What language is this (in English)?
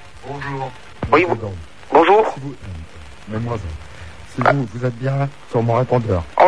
French